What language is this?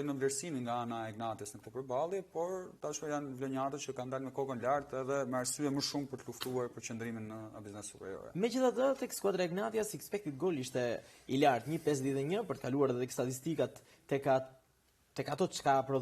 Albanian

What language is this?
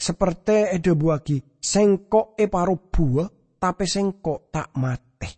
Madurese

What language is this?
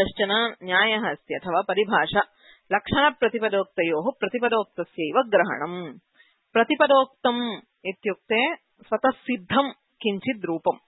Sanskrit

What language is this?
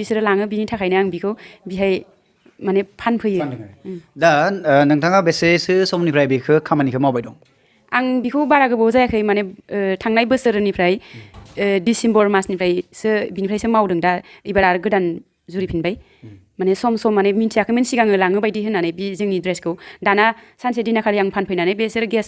Bodo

